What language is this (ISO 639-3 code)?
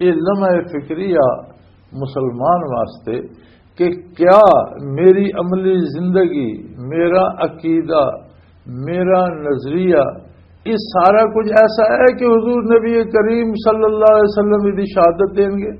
lah